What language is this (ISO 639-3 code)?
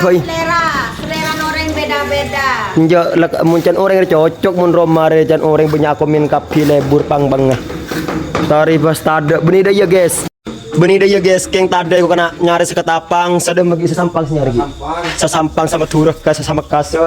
mad